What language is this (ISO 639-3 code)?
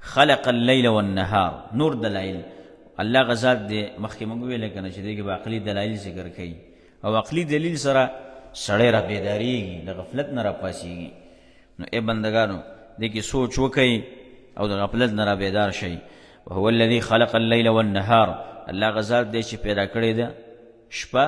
pus